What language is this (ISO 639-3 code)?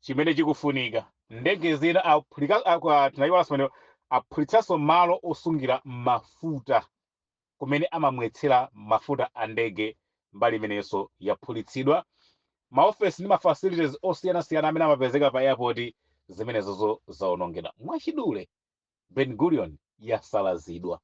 nya